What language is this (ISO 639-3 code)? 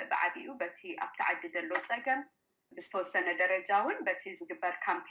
tir